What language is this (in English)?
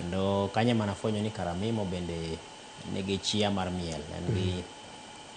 Luo (Kenya and Tanzania)